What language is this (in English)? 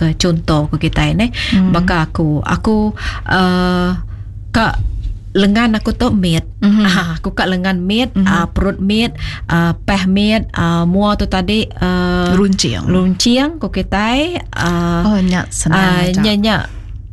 Iban